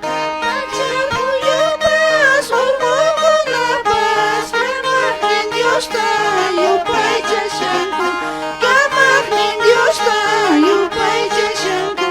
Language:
Quechua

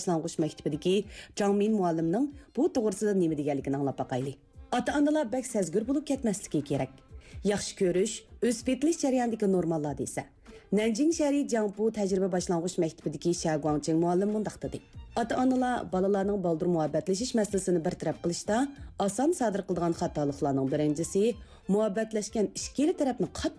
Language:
Uyghur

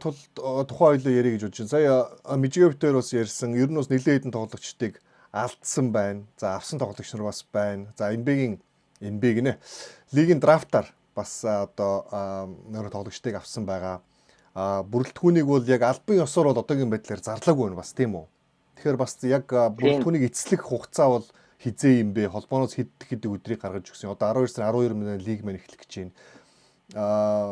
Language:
Mongolian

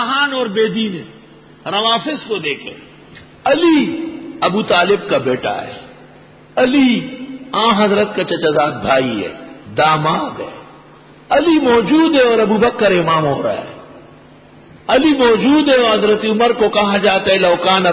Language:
Urdu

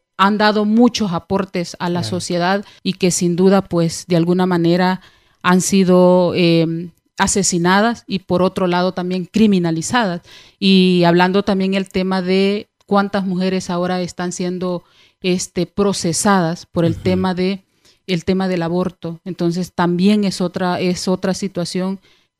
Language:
Spanish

